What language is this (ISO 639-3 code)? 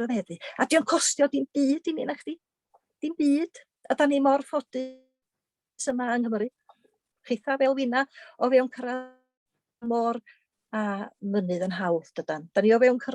cym